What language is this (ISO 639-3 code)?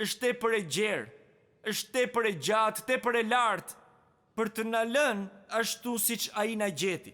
sqi